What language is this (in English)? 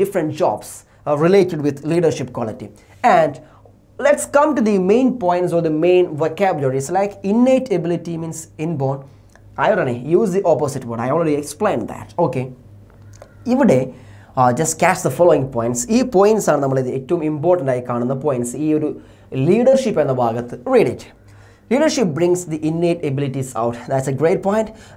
Malayalam